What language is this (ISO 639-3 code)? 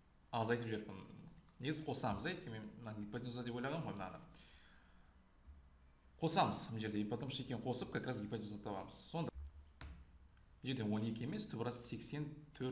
kaz